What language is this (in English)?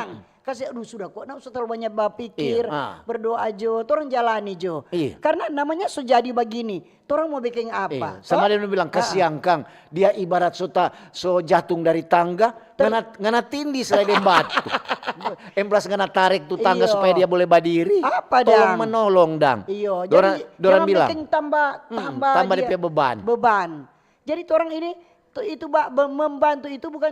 Manado Malay